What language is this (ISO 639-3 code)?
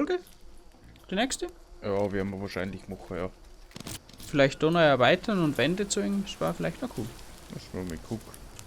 bar